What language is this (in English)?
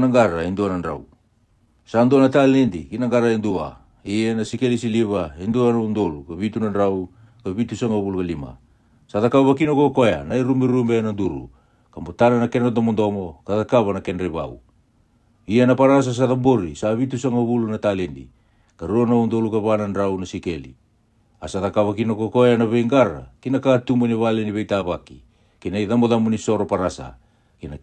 Fijian